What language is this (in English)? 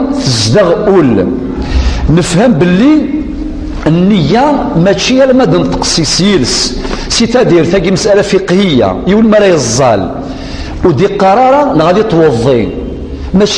Kabyle